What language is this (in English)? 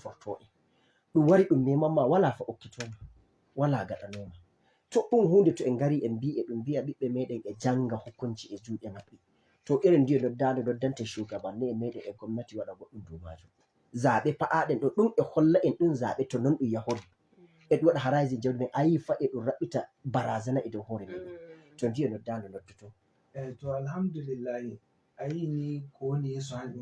Fula